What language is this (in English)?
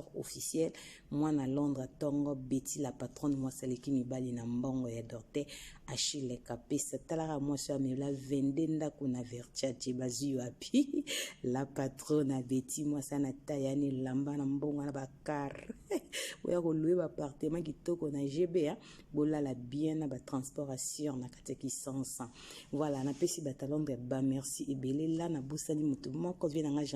Lingala